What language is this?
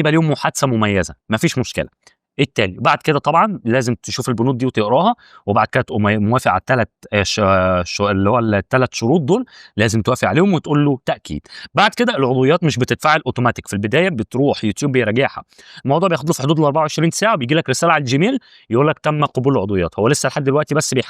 Egyptian Arabic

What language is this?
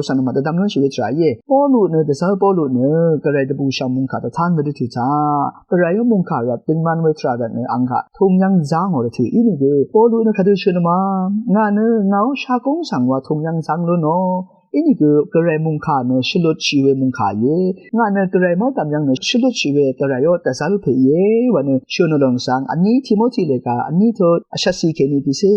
Rawang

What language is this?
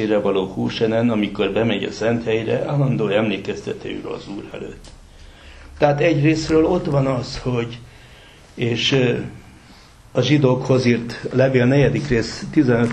Hungarian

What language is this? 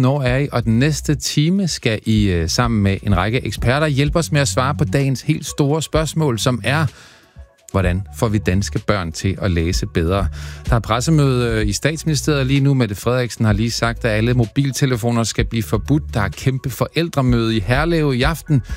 Danish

